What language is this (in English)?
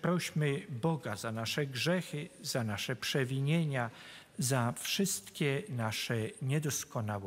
Polish